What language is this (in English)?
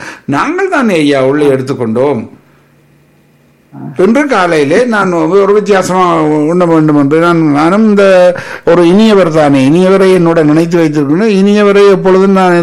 Tamil